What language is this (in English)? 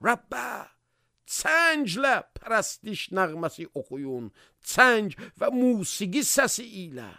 Azerbaijani